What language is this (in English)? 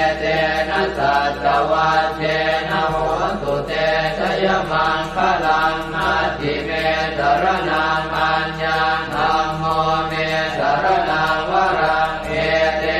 Pali